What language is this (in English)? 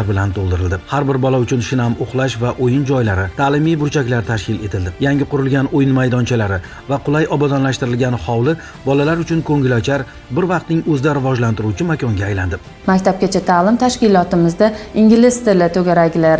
Uzbek